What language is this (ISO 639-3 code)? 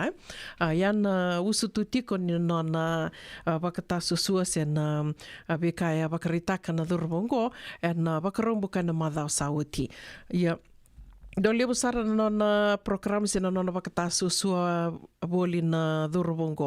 fij